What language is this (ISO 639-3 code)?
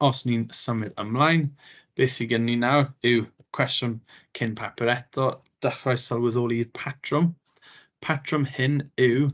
cym